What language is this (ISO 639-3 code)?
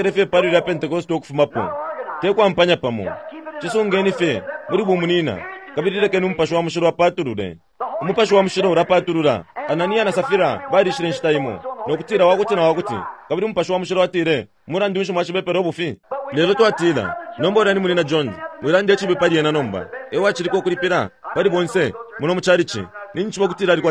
bem